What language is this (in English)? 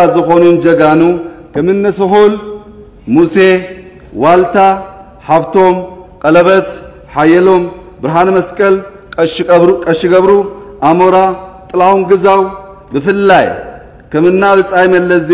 Tigrinya